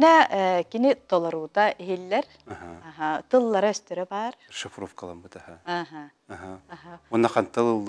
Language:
Yakut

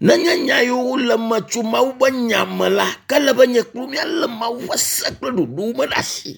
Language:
Ewe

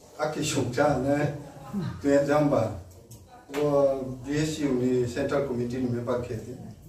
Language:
Riang (India)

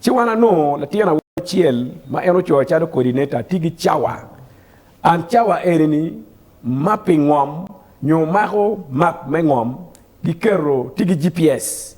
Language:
Acoli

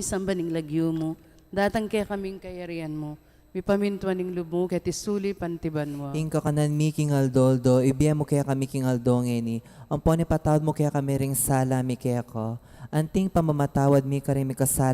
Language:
Pampanga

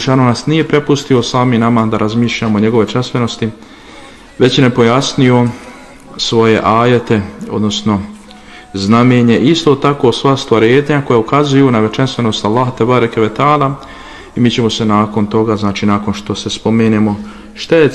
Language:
Bosnian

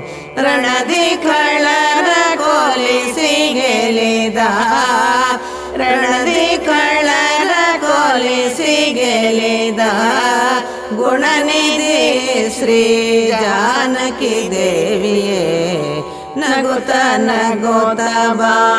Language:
Kannada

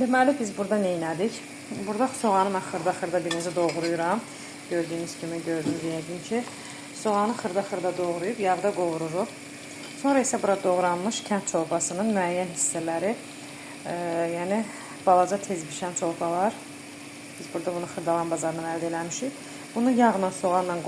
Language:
Azerbaijani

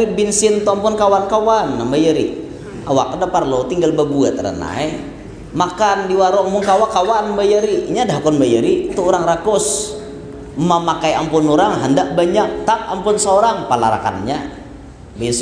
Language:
Banjar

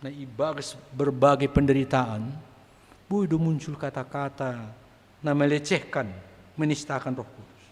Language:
Batak Simalungun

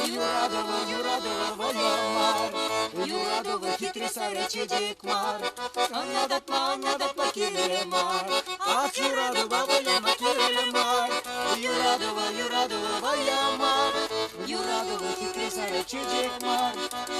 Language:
Chuvash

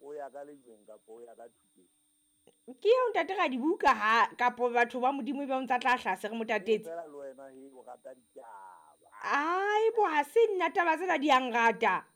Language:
Southern Sotho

